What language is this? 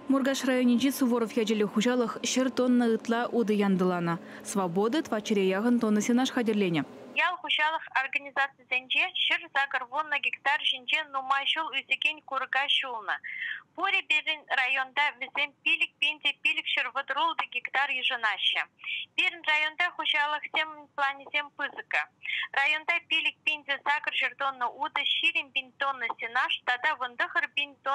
Chuvash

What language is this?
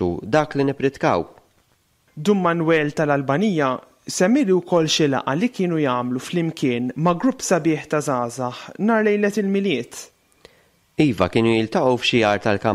Maltese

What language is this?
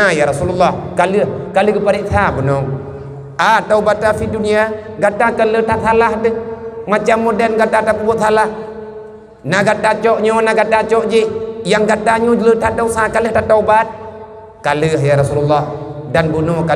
Achinese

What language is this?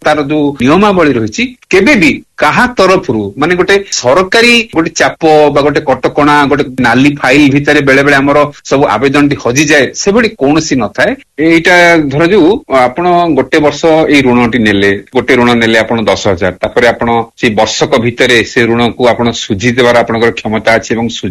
Odia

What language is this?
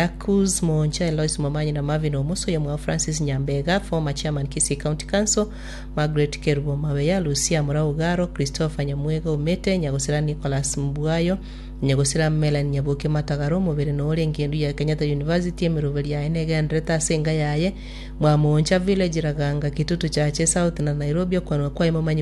Gusii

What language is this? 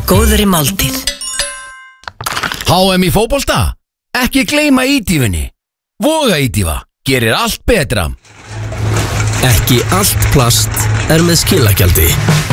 Icelandic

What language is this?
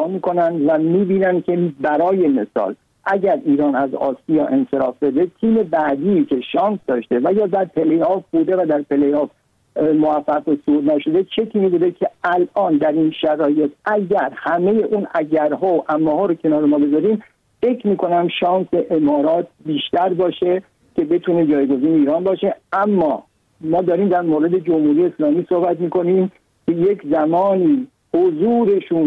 Persian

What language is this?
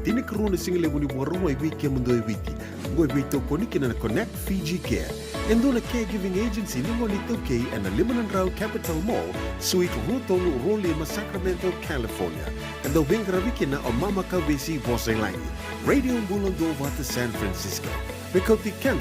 Fijian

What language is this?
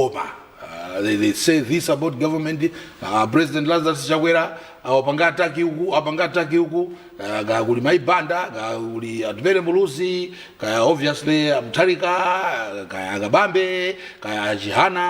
Nyanja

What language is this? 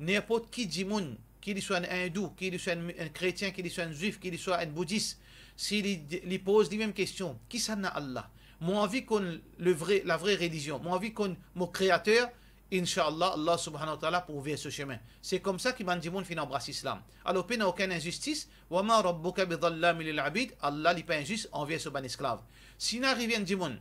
Morisyen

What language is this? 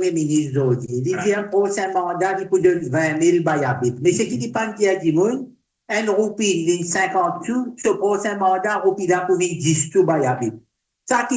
Morisyen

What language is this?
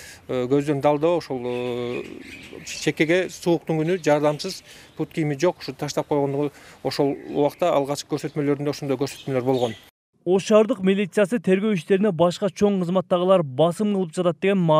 Kyrgyz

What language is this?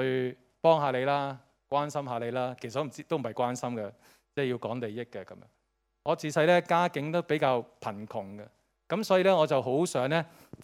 Cantonese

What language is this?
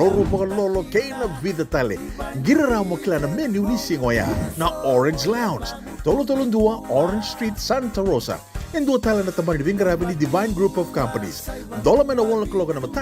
Fijian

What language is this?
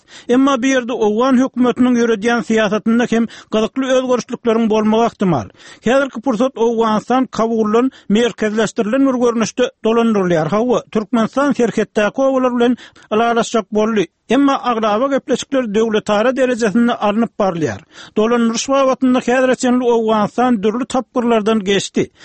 Turkmen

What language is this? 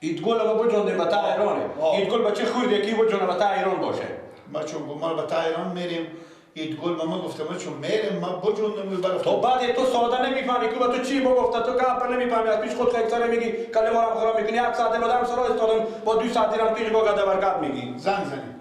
Persian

